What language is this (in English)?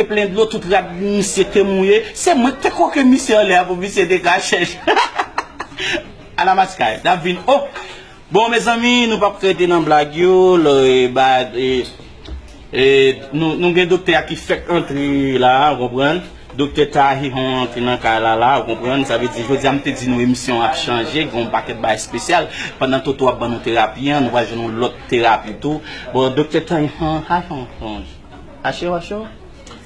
Haitian Creole